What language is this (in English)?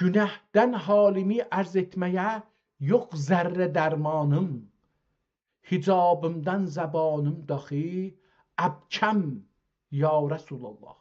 South Azerbaijani